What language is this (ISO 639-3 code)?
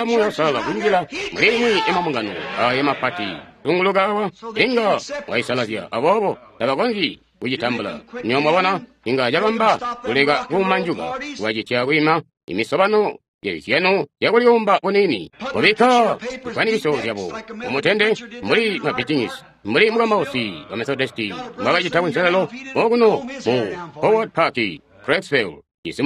toi